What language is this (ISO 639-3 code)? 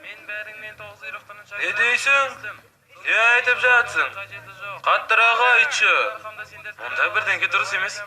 kaz